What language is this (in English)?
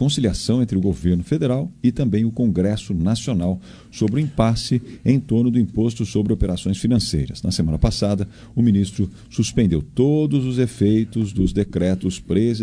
Portuguese